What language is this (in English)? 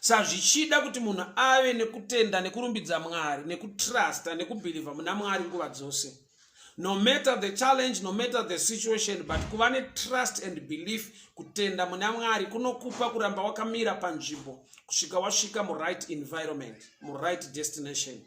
Shona